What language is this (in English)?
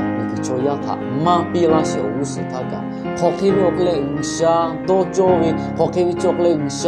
Lahu